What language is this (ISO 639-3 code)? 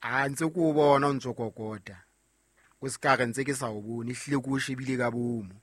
sot